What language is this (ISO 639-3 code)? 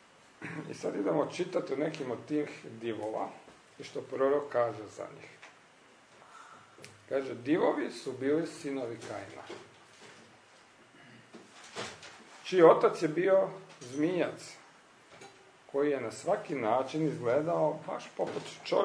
hrv